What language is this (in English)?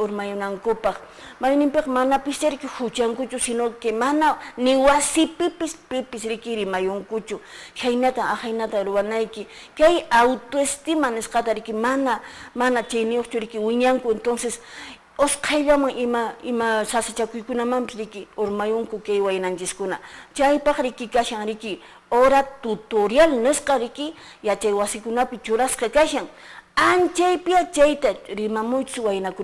Quechua